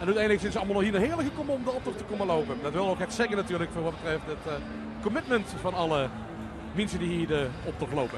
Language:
Limburgish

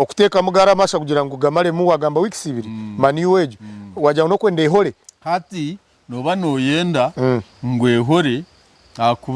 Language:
Nyankole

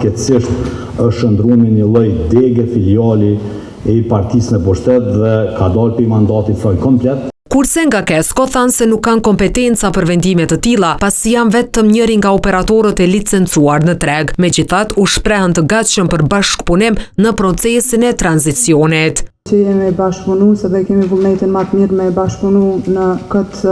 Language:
Albanian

